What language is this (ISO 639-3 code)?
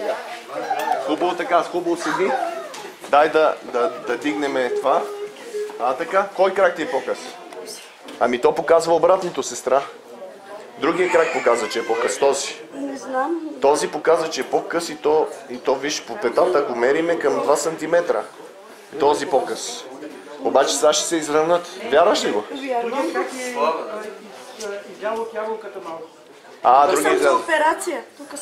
bul